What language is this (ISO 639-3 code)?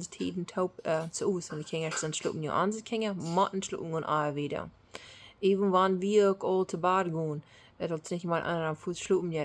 pdt